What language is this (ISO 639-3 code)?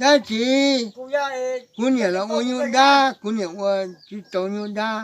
hmn